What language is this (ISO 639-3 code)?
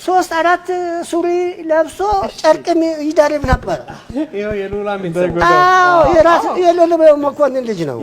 amh